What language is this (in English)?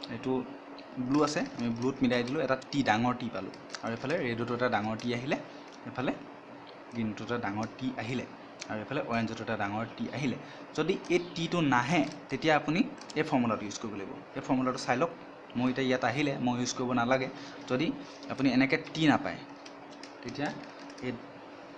Assamese